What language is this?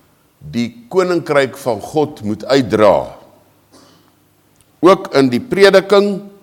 Afrikaans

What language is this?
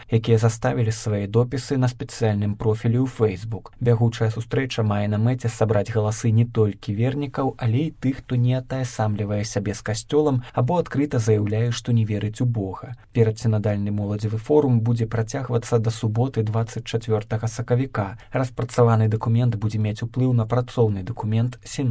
Belarusian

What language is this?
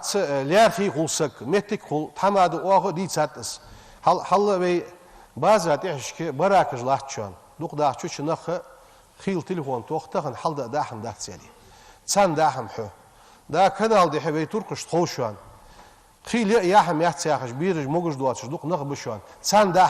Ingush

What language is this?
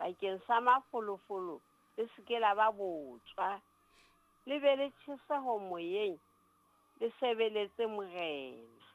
Southern Sotho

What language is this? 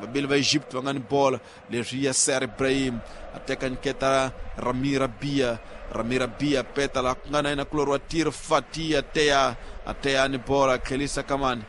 Tsonga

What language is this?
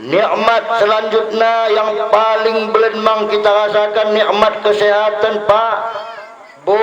Batak Dairi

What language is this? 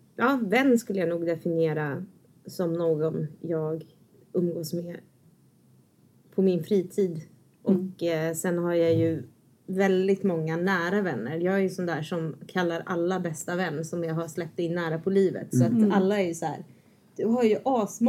Swedish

